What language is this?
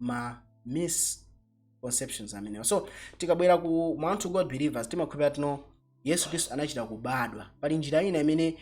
Nyanja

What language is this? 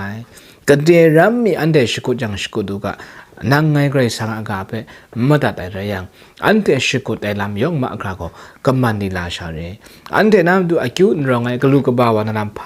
Kachin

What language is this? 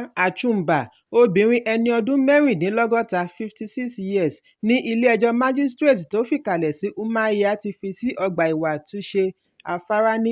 Yoruba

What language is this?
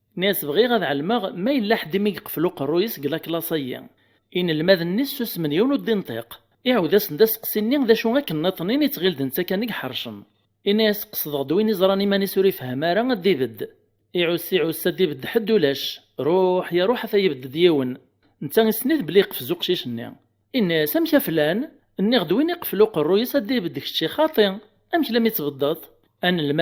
Kabyle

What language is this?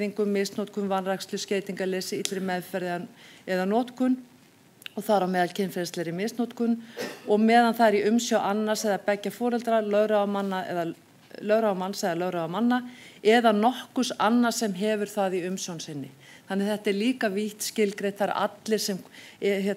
Icelandic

